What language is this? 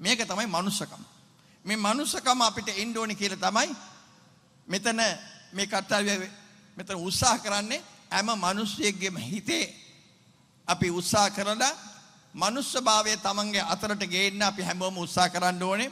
Sinhala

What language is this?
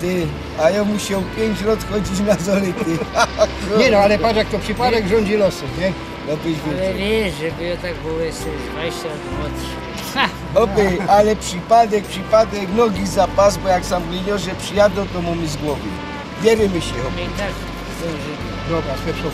Silesian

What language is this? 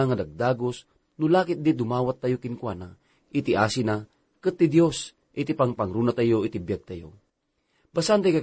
Iloko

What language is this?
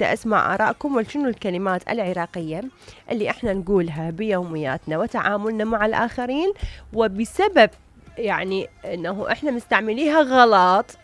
Mesopotamian Arabic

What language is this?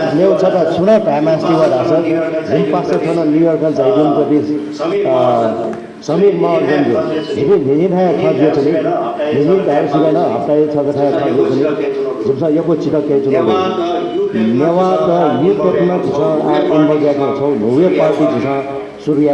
Newari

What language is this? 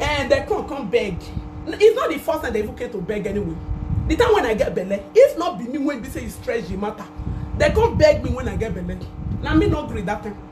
Nigerian Pidgin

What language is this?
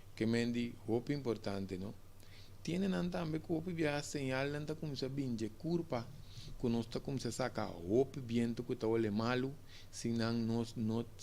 Papiamento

